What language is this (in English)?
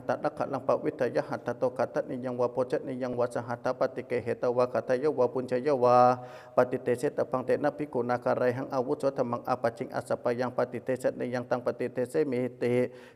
Pali